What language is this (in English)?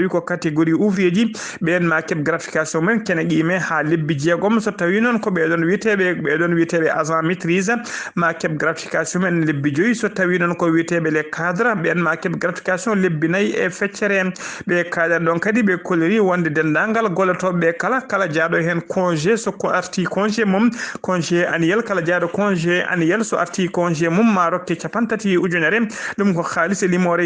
Fula